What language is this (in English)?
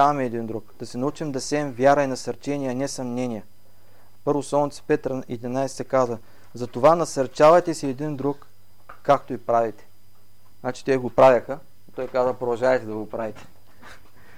Bulgarian